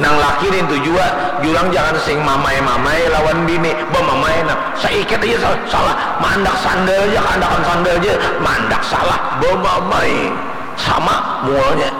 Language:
Banjar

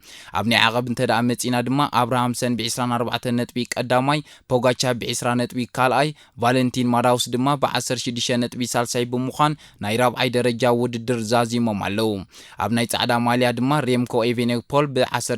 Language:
Tigrinya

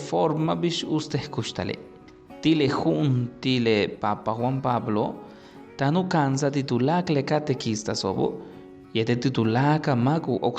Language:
Yucateco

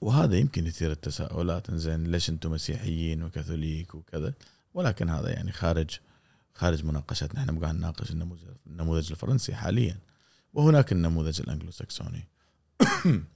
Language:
Gulf Arabic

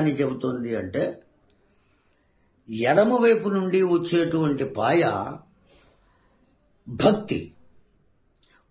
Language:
Telugu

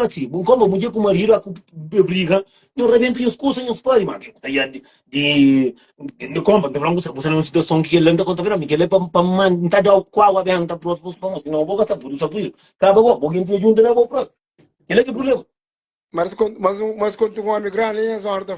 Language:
Kabuverdianu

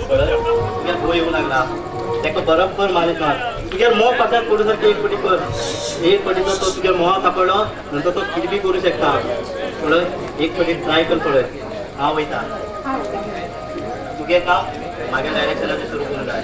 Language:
Konkani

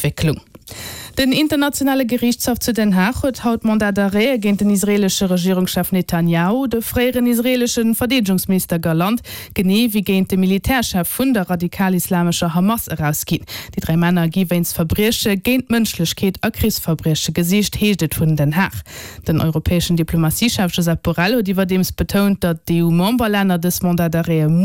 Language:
Luxembourgish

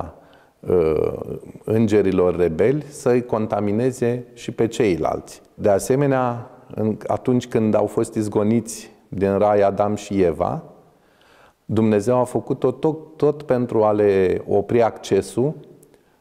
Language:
Romanian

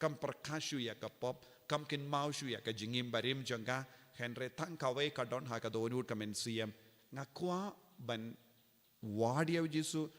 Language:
Khasi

